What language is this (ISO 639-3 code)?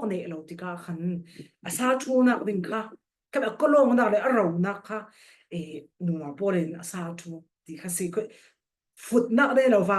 cfm